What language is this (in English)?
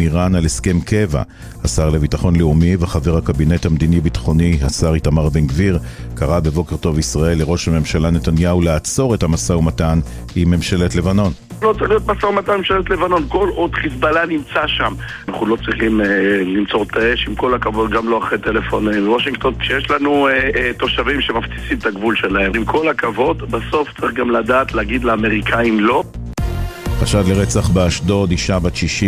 Hebrew